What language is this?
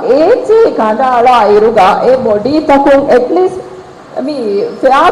Divehi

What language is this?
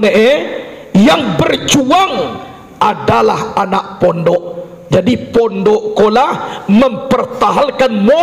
Minangkabau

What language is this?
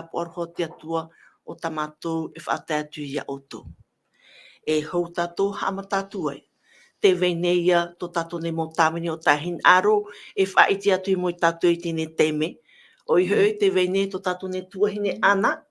Tahitian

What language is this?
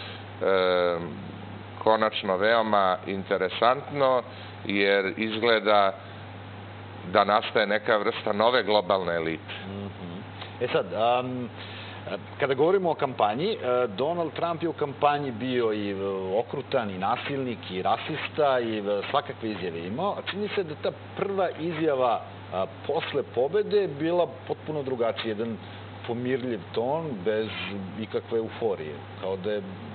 Serbian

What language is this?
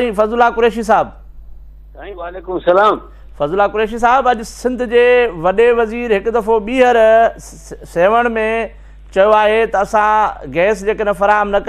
Sindhi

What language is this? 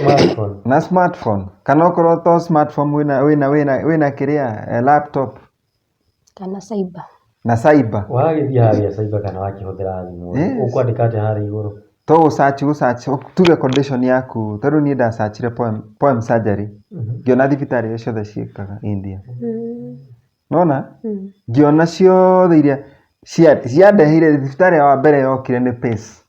Kikuyu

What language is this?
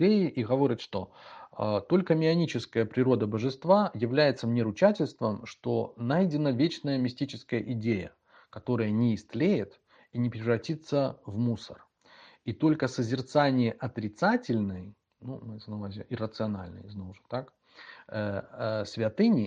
Belarusian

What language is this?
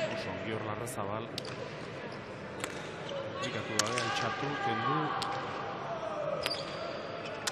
Basque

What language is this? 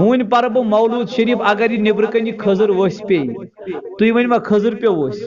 Kashmiri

